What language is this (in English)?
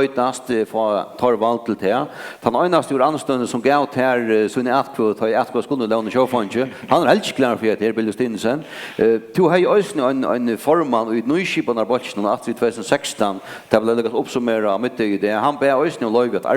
Faroese